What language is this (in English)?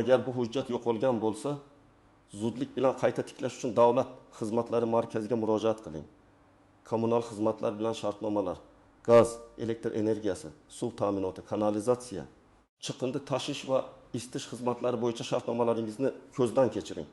Uzbek